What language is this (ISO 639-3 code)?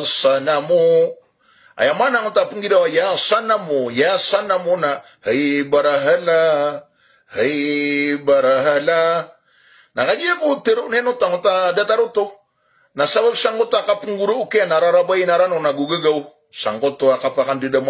mrw